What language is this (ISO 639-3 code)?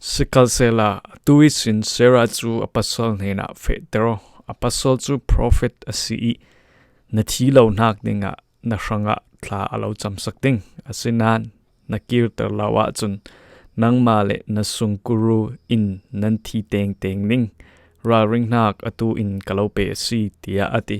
cfm